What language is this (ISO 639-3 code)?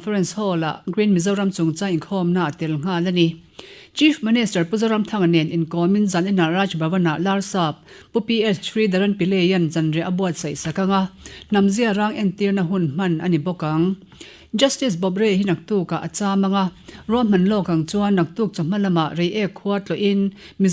lus